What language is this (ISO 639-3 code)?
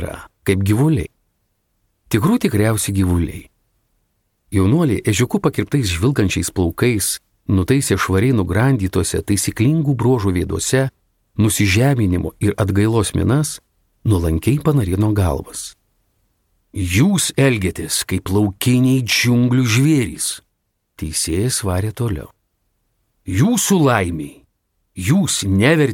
lit